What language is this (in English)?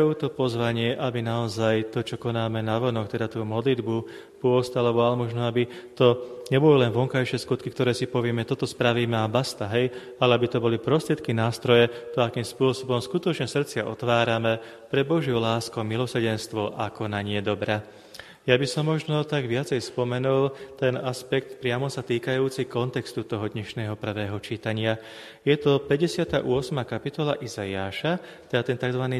Slovak